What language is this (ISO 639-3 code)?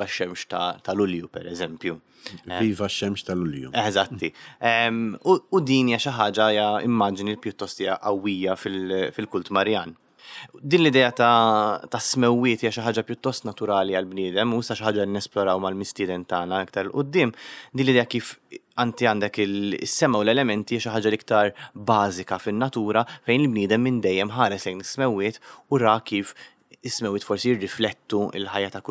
mlt